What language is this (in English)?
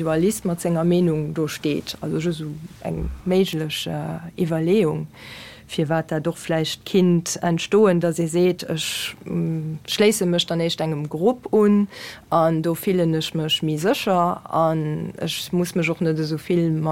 Luxembourgish